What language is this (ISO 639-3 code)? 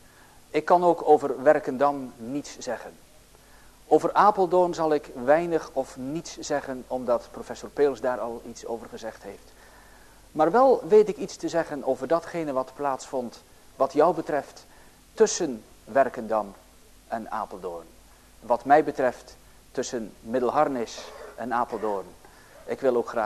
nld